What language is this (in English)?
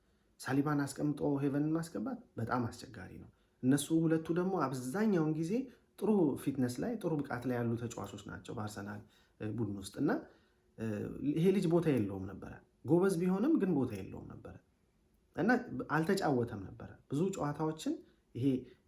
Amharic